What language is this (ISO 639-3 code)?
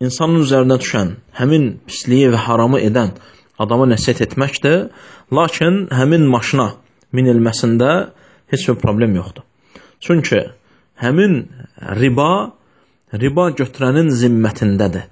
aze